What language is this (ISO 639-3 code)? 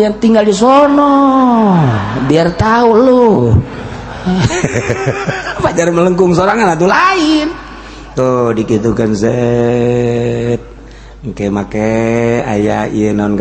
sun